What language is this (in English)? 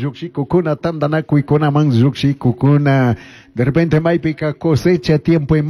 Chimborazo Highland Quichua